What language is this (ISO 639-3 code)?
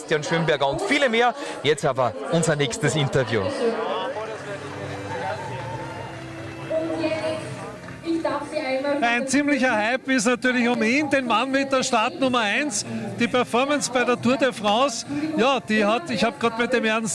deu